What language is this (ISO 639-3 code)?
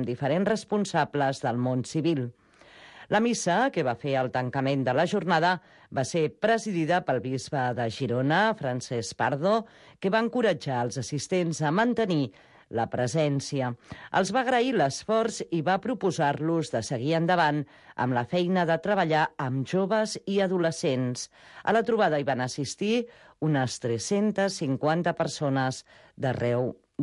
cat